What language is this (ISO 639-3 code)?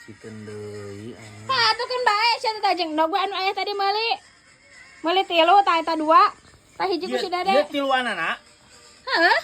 sun